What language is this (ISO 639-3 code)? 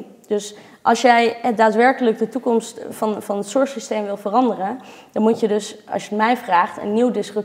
nld